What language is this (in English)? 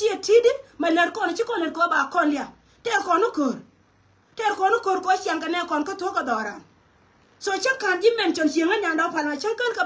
Nuer